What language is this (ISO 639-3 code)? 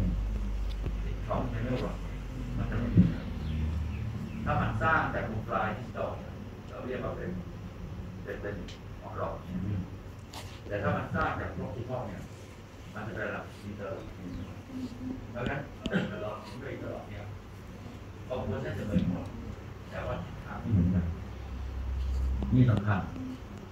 tha